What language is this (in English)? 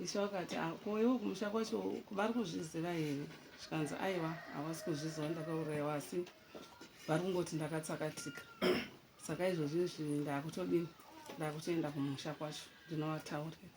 Shona